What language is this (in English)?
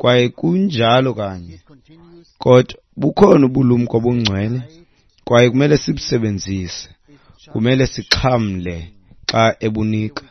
Xhosa